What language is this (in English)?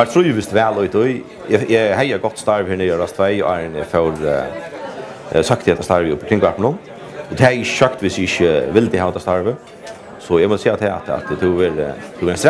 Faroese